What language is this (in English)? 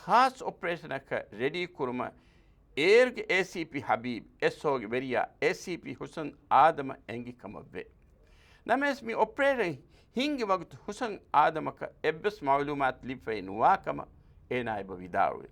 Divehi